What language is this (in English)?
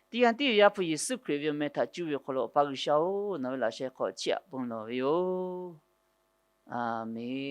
Lahu